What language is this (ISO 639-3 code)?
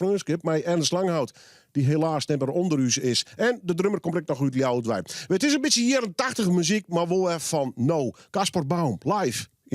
fry